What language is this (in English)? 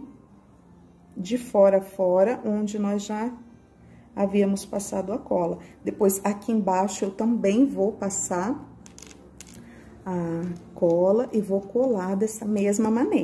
Portuguese